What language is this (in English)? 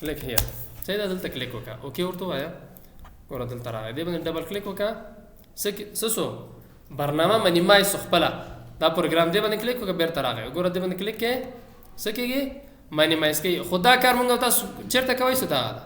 Pashto